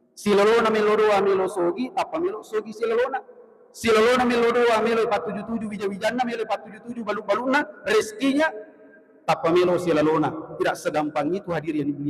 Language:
Buginese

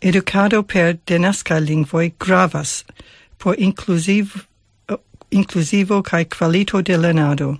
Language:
Esperanto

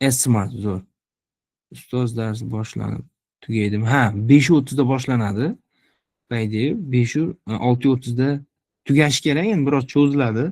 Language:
Uzbek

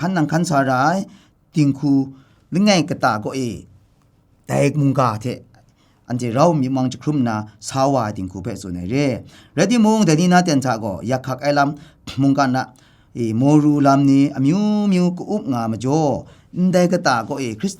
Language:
Kachin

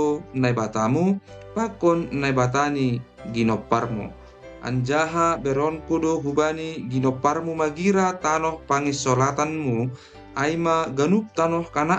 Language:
Batak Simalungun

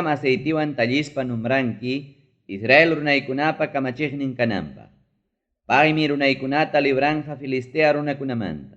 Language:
Ayacucho Quechua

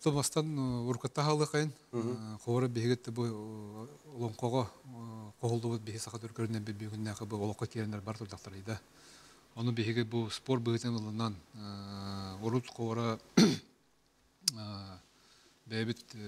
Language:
Yakut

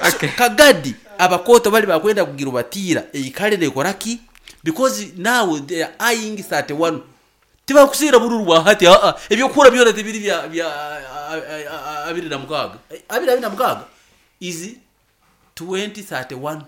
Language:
Nyoro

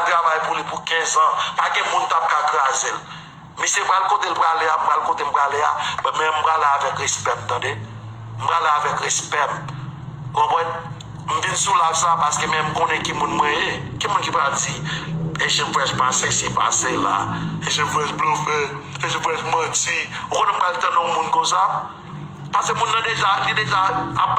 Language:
Haitian Creole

